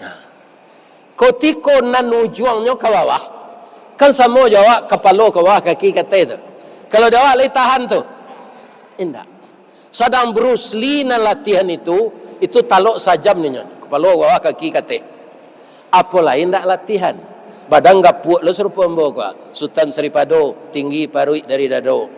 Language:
Minangkabau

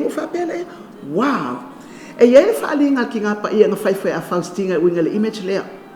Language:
Samoan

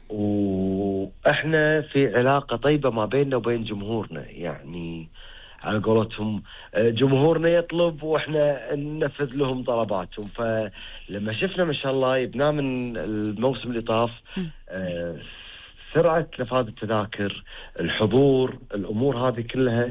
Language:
Gulf Arabic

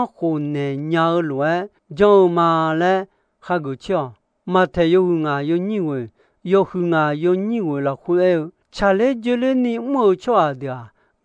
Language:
Akha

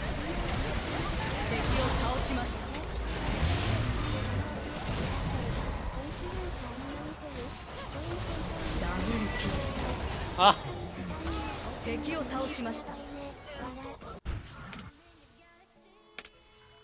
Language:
Japanese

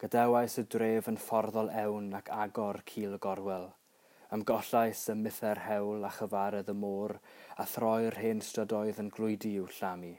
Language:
Welsh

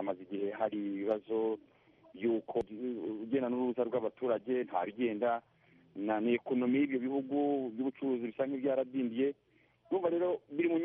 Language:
Kinyarwanda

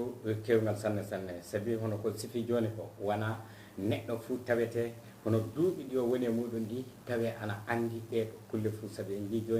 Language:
Fula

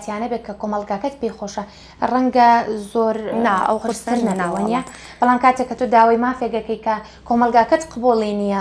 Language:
Central Kurdish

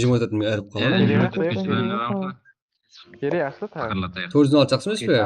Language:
Kara-Kalpak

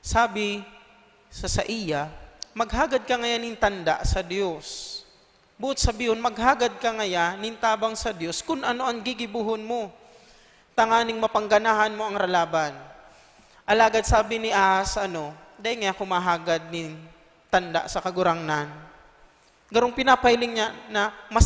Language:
Bikol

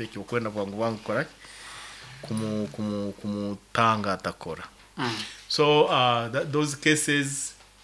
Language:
Nyoro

